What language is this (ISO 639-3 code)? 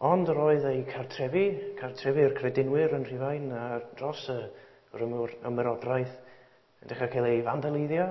cym